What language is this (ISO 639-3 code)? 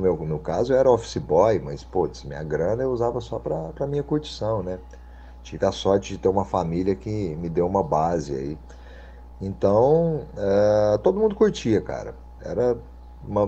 por